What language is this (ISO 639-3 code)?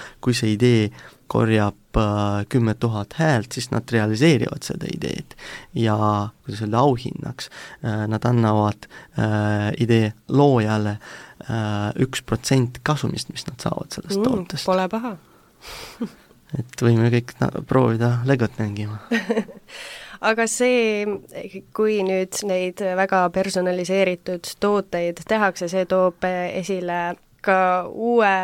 est